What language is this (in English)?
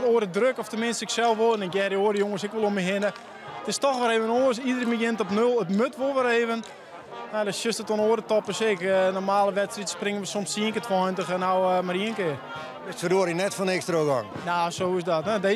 Western Frisian